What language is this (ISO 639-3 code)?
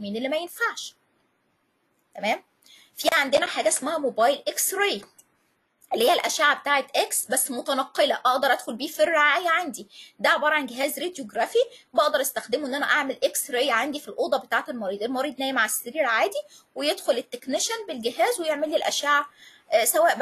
arz